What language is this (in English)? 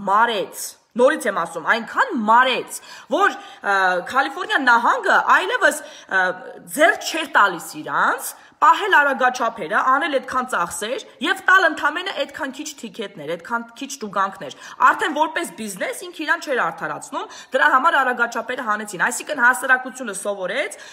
Armenian